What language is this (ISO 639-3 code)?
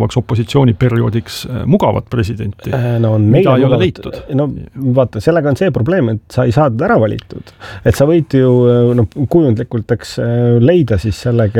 est